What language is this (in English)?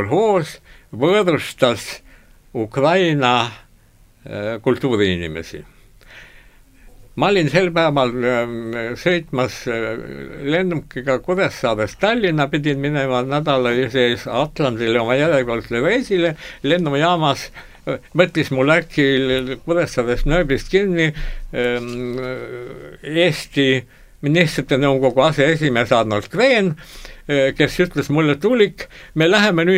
Estonian